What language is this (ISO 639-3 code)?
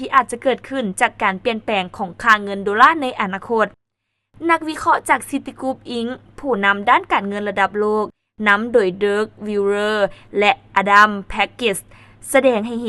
lao